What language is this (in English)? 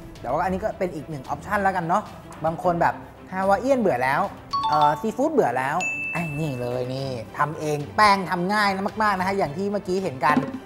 Thai